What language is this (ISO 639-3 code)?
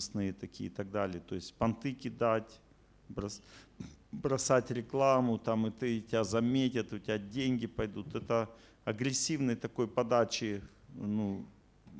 rus